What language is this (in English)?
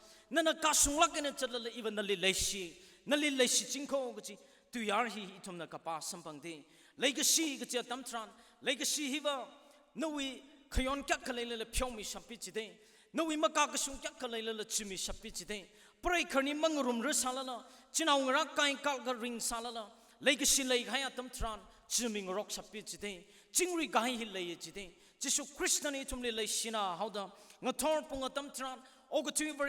Tangkhul Naga (India)